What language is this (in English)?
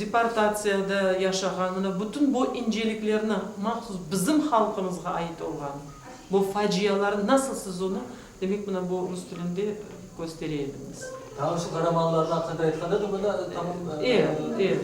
Crimean Tatar